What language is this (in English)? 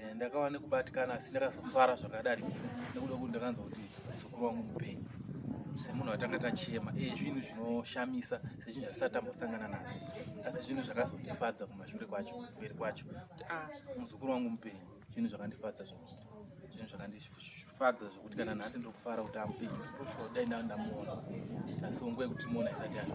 Shona